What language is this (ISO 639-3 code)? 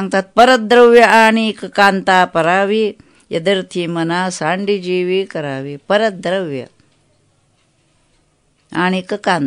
mar